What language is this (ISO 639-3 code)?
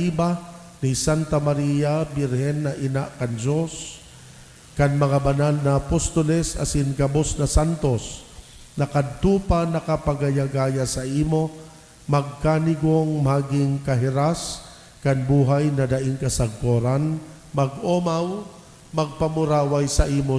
bik